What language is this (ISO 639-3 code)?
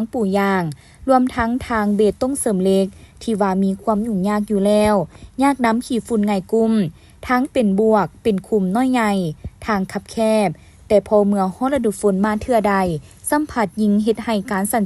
lao